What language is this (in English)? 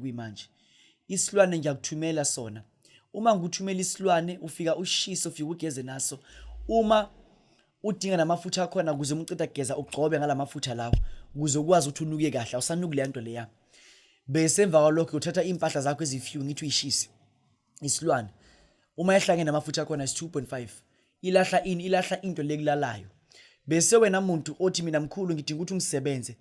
Zulu